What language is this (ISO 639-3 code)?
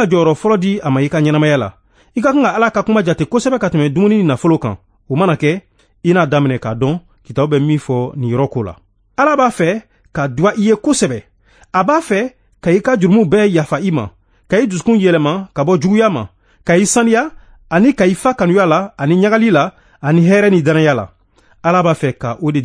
bam